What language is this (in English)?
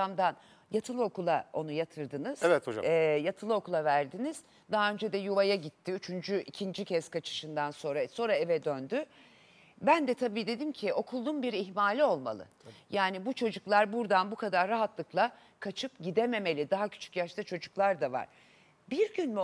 Turkish